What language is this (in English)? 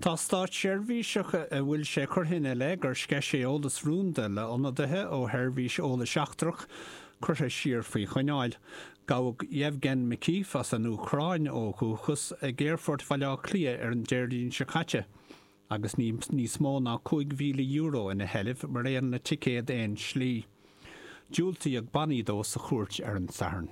Irish